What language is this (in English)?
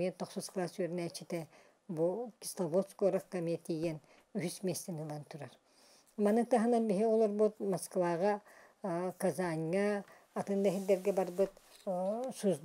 Yakut